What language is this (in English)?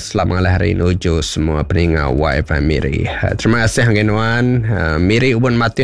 Iban